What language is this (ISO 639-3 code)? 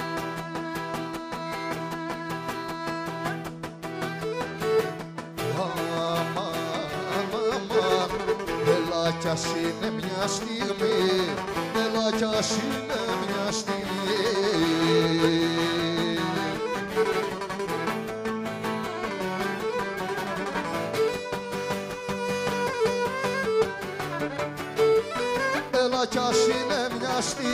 ell